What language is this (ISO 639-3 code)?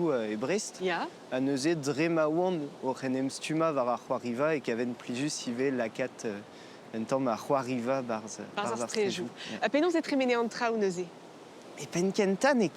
bre